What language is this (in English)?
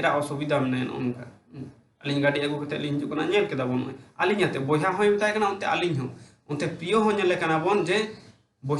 Santali